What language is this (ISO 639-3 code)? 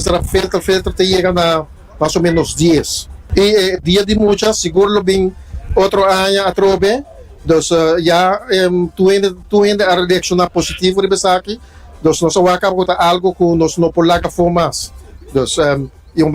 pap